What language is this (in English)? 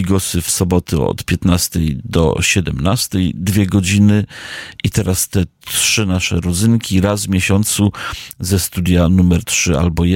Polish